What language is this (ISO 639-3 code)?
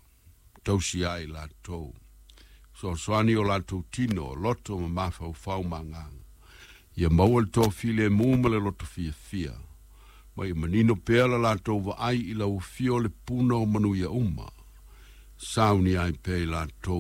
smo